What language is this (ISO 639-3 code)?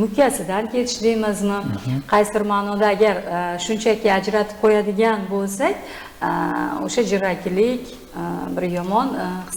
uzb